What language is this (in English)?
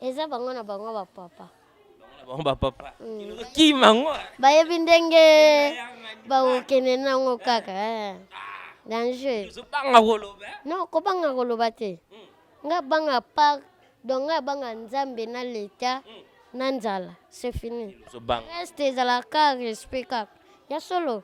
Lingala